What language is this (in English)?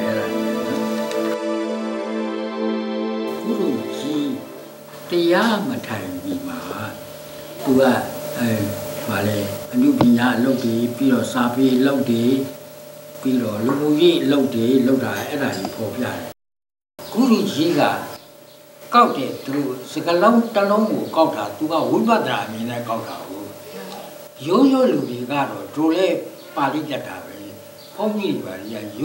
Burmese